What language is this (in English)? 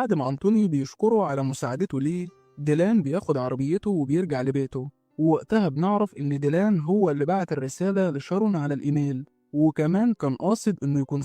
Egyptian Arabic